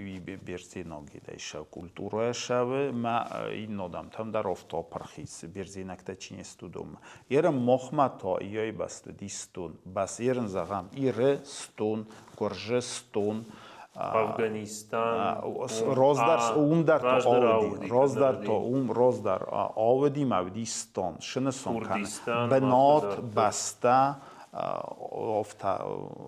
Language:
Ossetic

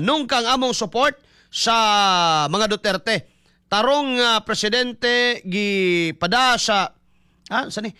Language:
Cebuano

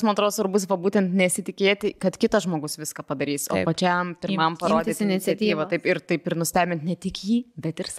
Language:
Lithuanian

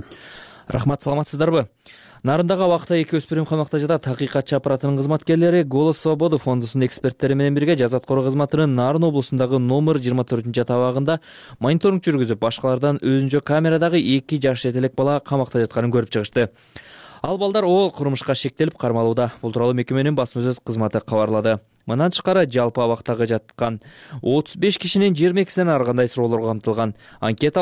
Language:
Kyrgyz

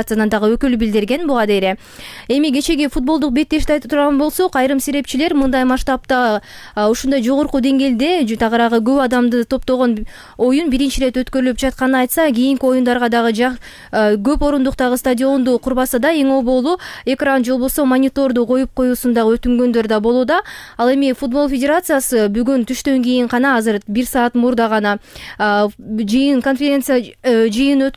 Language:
Kyrgyz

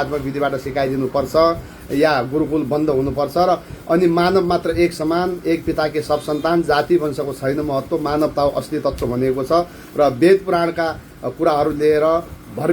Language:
Nepali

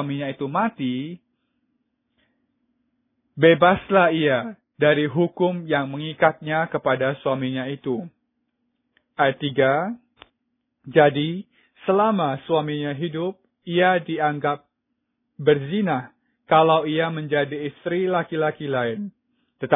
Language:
Indonesian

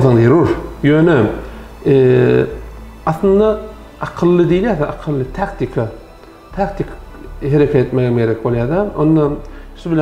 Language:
Turkmen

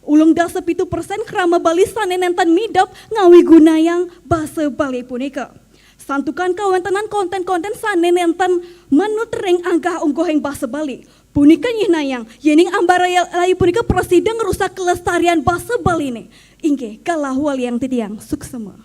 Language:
Balinese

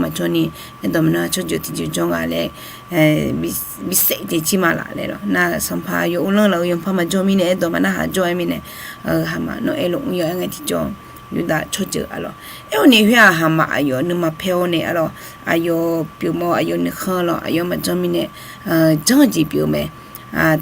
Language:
Akha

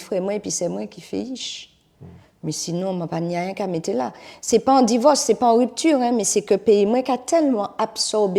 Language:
Guadeloupean Creole French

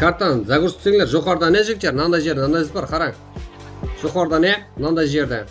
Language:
Kara-Kalpak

